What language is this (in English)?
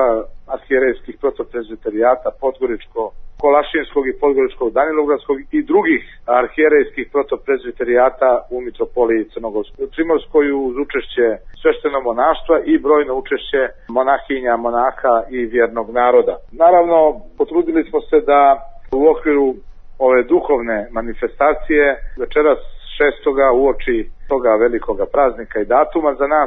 Serbian